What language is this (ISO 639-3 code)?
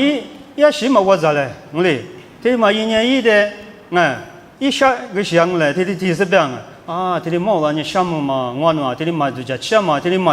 lis